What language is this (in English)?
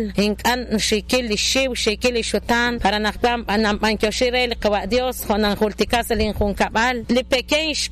Kekchí